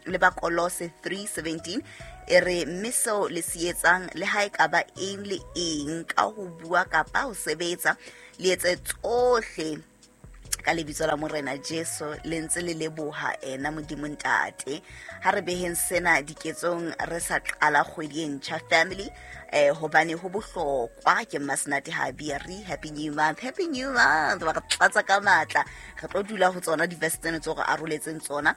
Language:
Southern Sotho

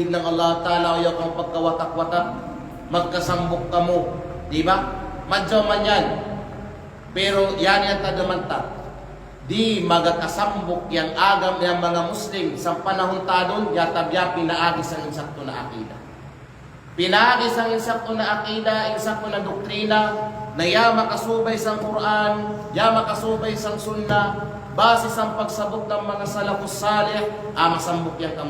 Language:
Kalagan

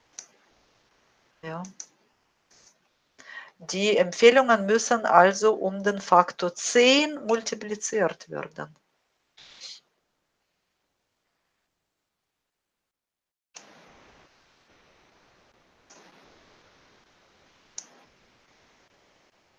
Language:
German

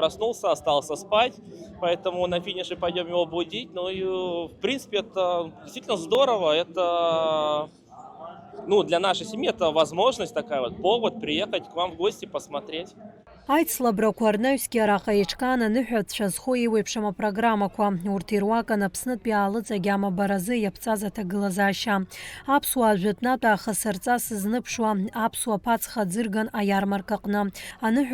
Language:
Abkhazian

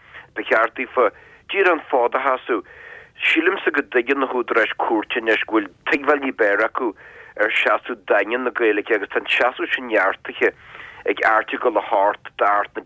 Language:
Irish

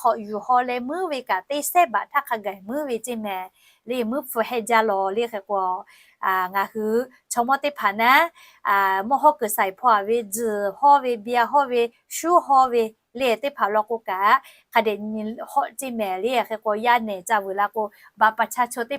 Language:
Lahu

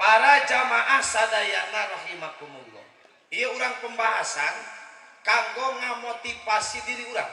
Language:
Sundanese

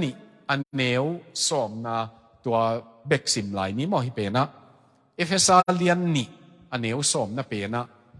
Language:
Tedim Chin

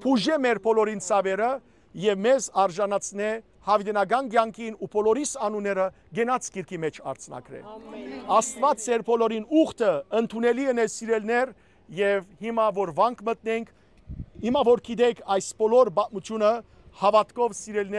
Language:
Western Armenian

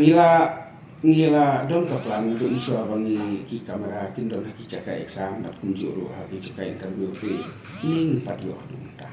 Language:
Khasi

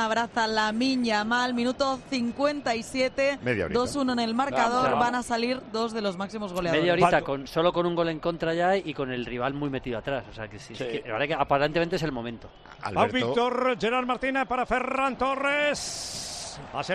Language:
Spanish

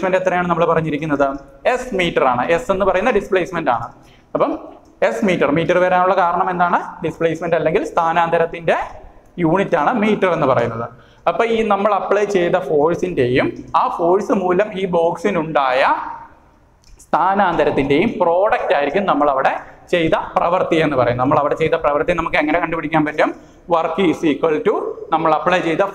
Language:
Malayalam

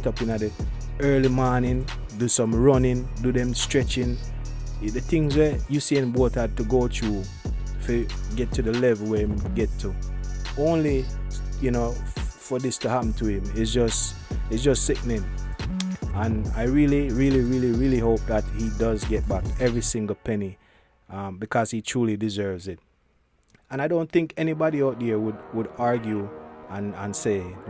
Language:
Jamaican Creole English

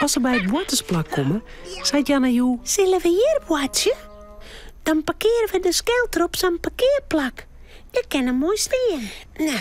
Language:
Western Frisian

